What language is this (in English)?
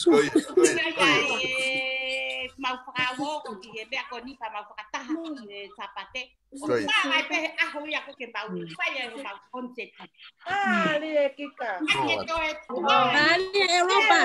Tongan